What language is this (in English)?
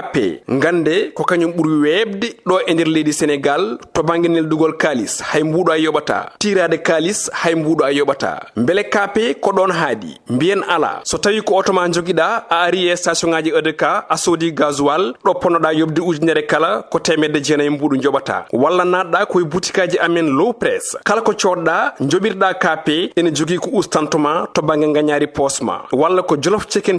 Fula